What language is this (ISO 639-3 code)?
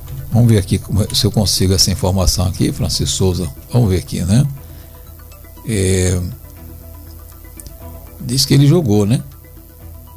por